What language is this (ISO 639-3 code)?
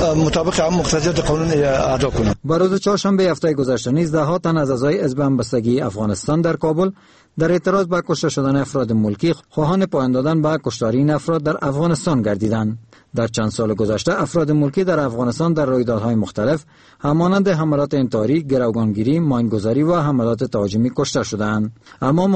fas